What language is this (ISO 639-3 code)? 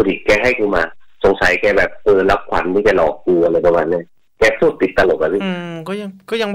tha